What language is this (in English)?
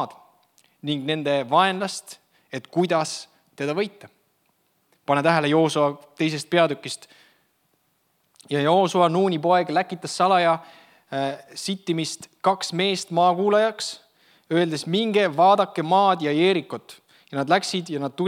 Estonian